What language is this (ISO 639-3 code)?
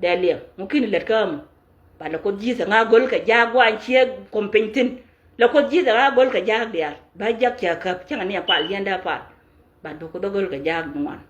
nus